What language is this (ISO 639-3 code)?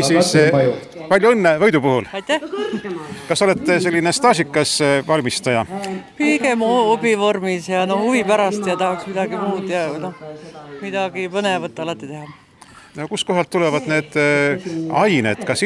est